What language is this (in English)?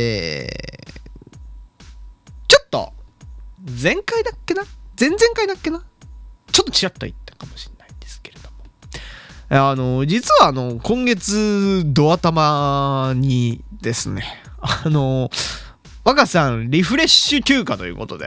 Japanese